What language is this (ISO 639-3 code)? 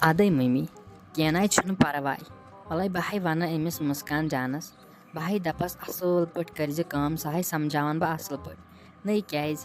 kas